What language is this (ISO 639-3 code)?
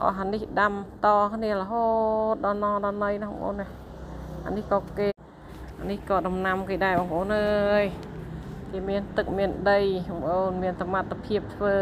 khm